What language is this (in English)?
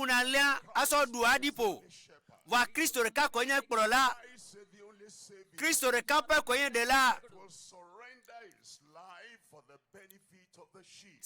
Ewe